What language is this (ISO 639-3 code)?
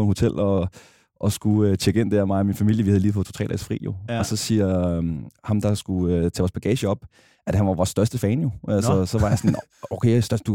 dan